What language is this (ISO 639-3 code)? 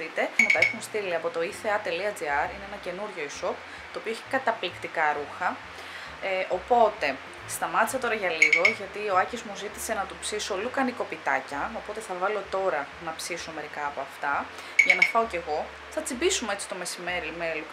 ell